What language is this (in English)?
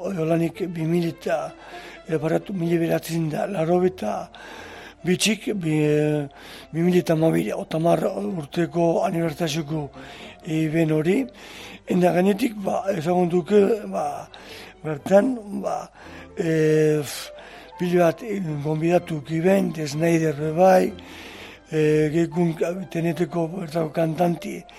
Basque